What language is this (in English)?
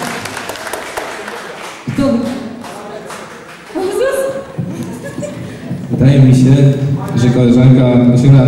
Polish